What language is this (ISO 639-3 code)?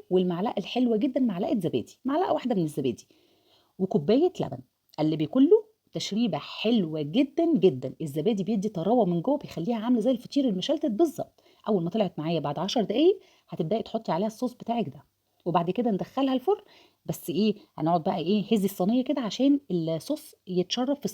arz